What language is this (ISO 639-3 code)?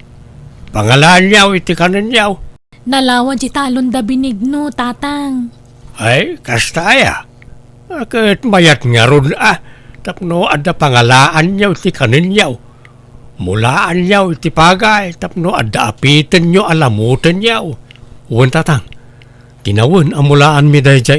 ilo